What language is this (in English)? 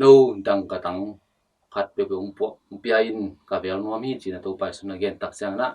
Tedim Chin